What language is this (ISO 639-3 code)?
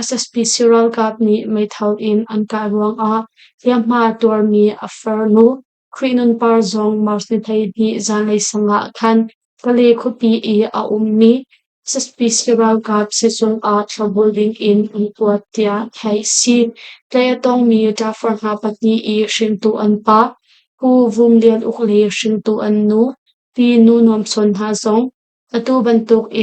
cnh